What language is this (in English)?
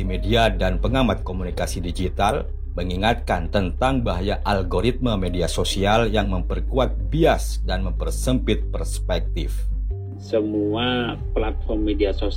Indonesian